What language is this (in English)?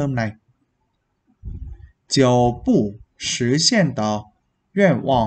Vietnamese